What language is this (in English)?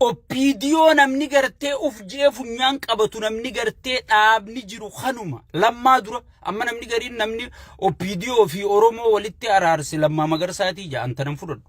Oromo